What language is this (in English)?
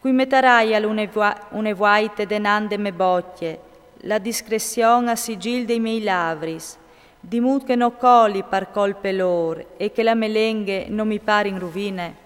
Friulian